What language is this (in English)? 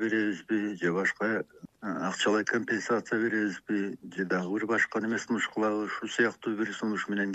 Kyrgyz